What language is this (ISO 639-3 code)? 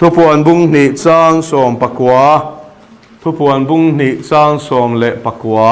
lus